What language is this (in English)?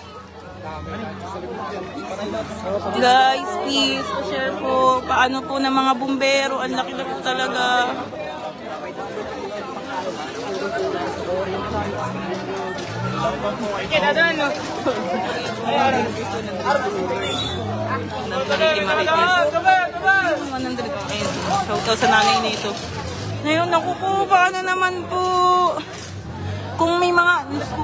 Filipino